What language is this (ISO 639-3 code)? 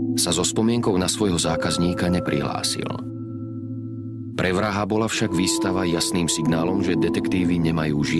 slk